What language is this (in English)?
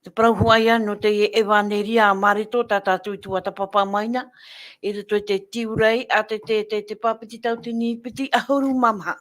Tahitian